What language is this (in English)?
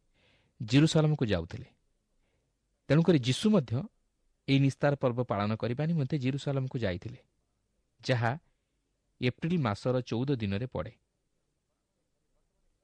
Odia